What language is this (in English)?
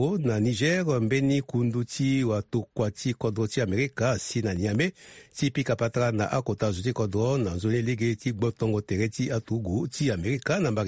Sango